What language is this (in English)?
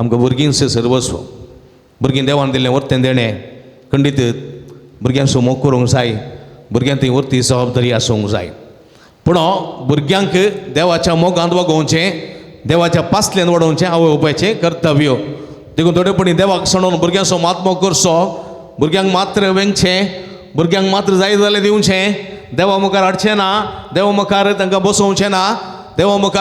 Konkani